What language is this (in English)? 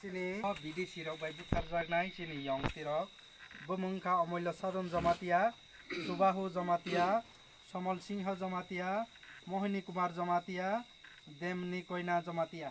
Kok Borok